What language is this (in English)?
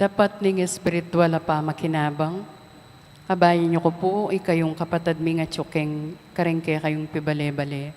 Pampanga